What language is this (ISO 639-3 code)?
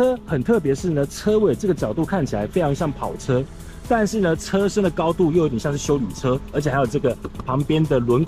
zho